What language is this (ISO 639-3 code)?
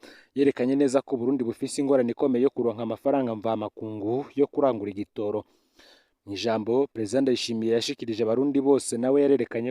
run